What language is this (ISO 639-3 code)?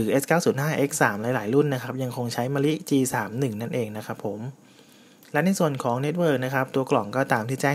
tha